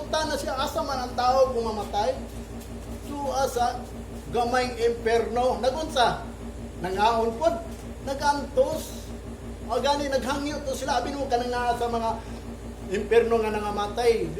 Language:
Cebuano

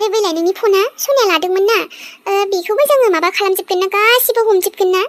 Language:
Bodo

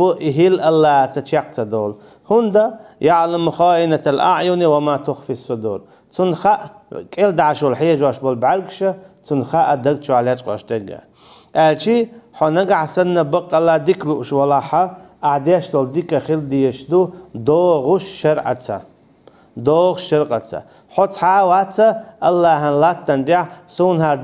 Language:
Chechen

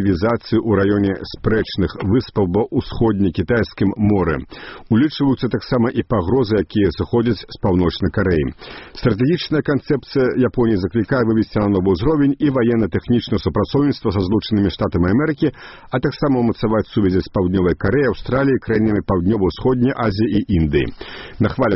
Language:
Belarusian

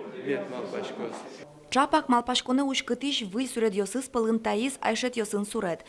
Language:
Udmurt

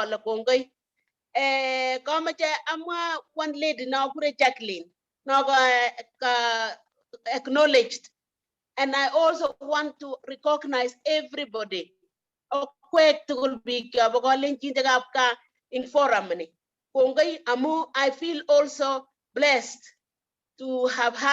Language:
Kalenjin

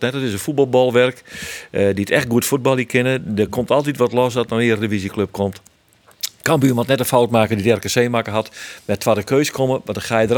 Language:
Western Frisian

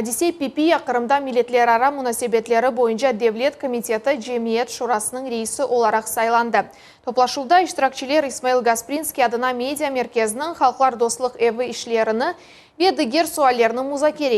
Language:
Crimean Tatar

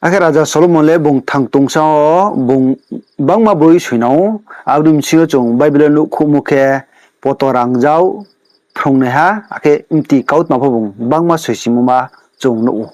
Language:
Riang (India)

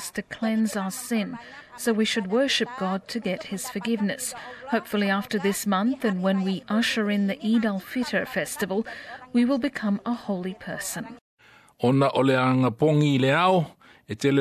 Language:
Samoan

